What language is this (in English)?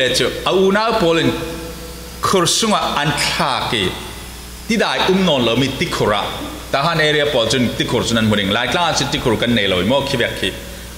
Falam Chin